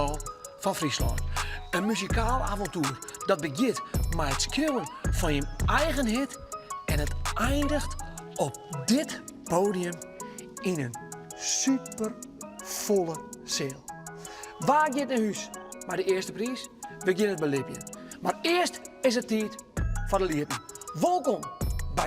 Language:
Western Frisian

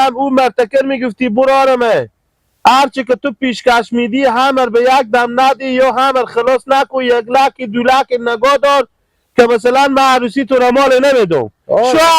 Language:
Hazaragi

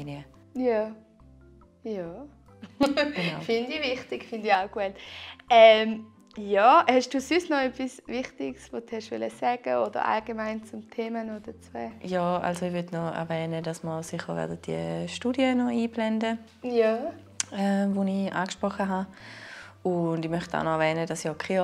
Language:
Swiss German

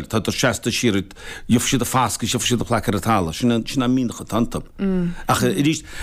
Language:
Irish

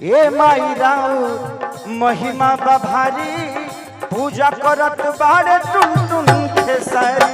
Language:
Magahi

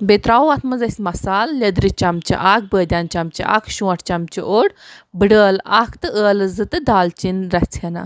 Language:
Kashmiri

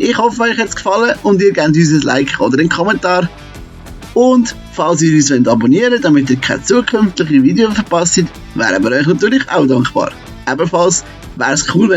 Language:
Swiss German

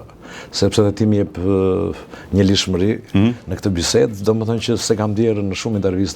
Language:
Albanian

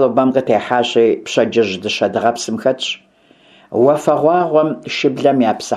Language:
Kabardian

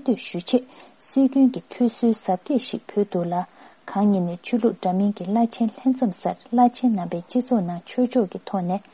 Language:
Tibetan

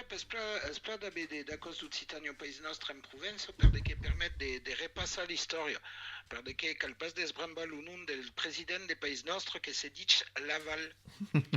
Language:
Occitan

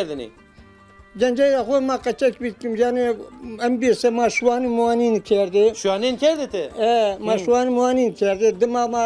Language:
Zaza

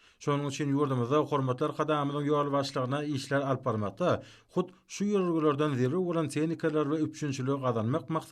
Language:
Turkmen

